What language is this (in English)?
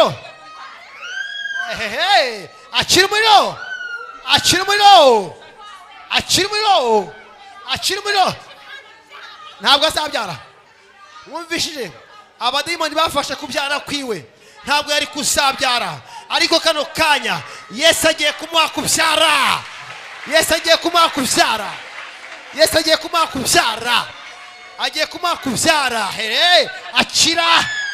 Kinyarwanda